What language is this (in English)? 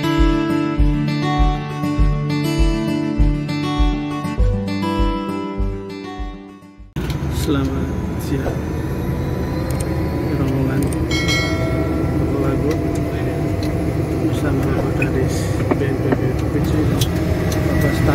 Indonesian